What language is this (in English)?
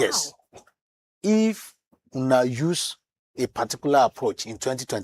Nigerian Pidgin